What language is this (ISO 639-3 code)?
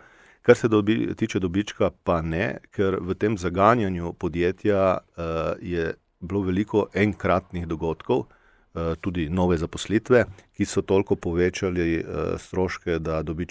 slv